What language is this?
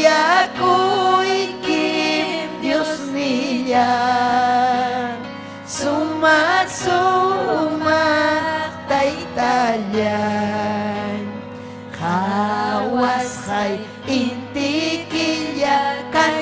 Ayacucho Quechua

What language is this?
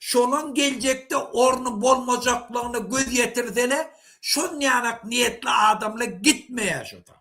Turkmen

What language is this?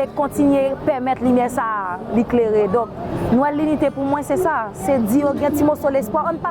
Haitian Creole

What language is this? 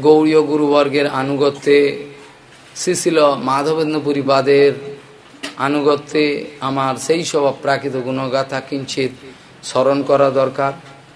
Bangla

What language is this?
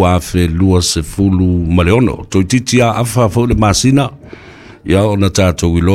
Samoan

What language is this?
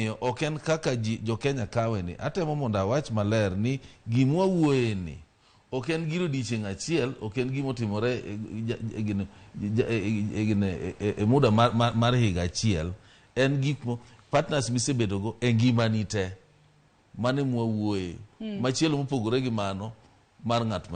Luo (Kenya and Tanzania)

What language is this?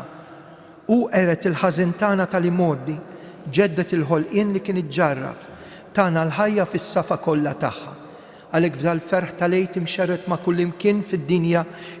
Maltese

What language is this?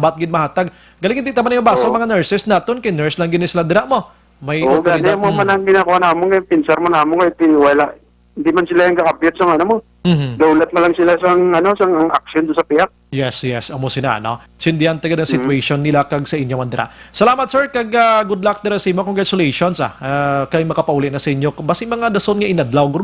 Hiligaynon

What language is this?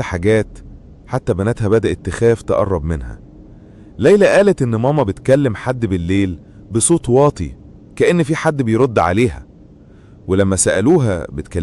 Egyptian Arabic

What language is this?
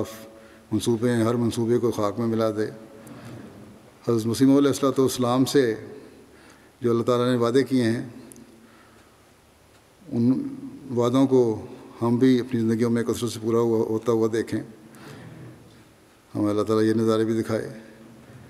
Urdu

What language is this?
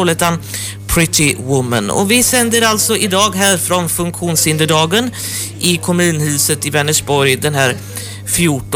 Swedish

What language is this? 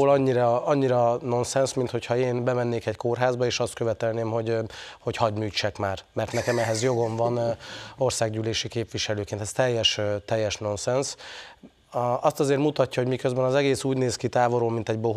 Hungarian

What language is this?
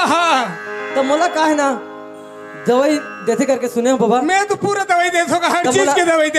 Chhattisgarhi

